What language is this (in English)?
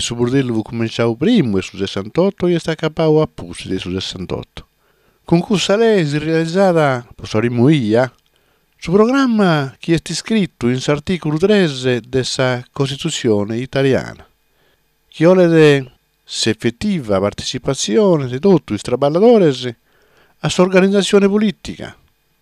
Sardinian